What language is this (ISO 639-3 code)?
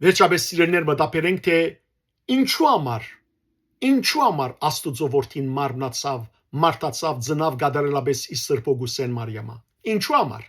hyw